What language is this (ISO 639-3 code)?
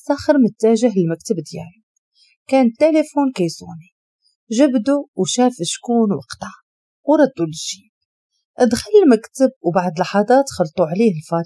ary